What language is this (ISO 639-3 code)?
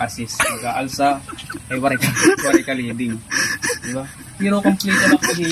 war